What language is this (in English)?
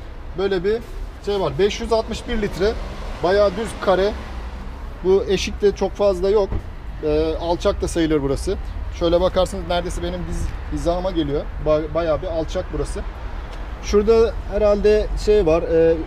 Turkish